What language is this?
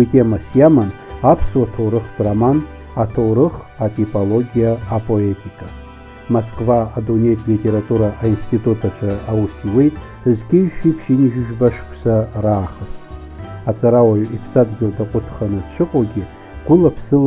Abkhazian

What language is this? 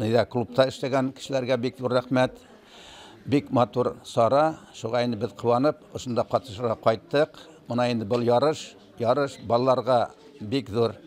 Bashkir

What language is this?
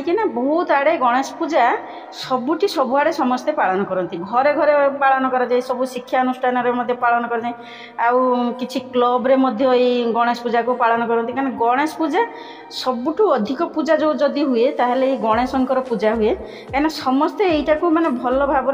Odia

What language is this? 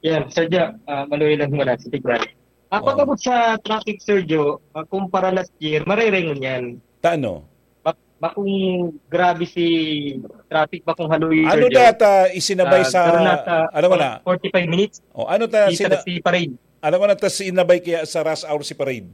Bikol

